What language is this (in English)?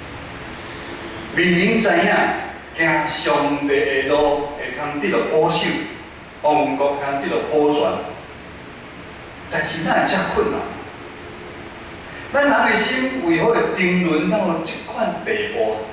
Min Nan Chinese